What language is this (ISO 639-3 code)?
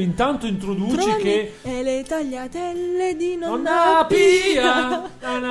ita